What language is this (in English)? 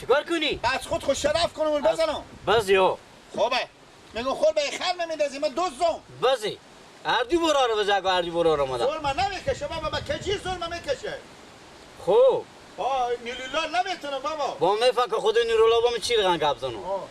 Persian